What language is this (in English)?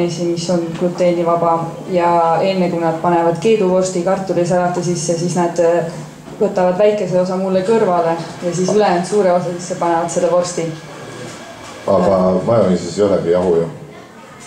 Estonian